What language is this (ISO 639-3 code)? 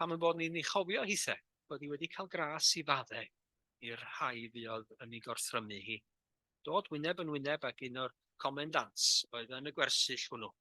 cym